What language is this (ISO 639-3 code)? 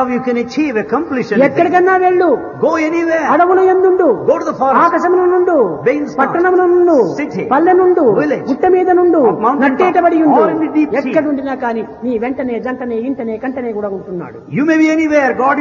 tel